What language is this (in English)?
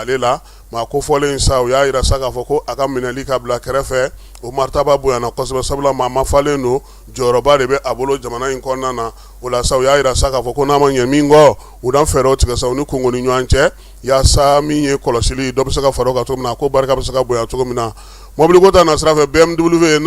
Bambara